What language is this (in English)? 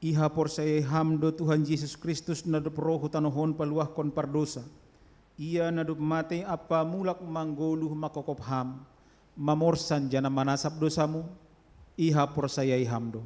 Batak Simalungun